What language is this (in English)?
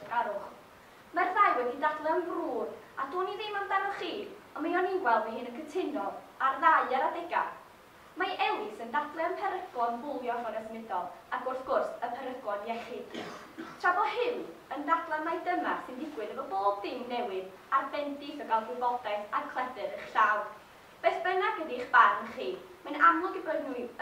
Welsh